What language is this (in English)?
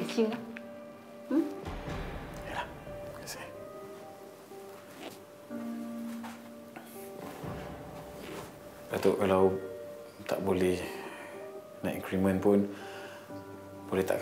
Malay